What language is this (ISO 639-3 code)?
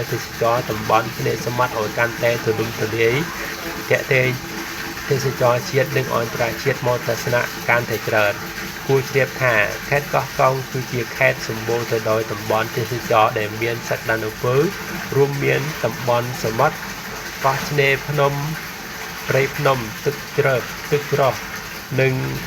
khm